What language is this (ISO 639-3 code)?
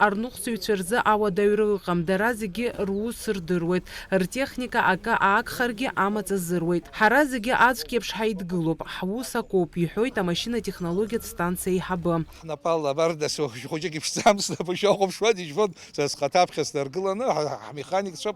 abk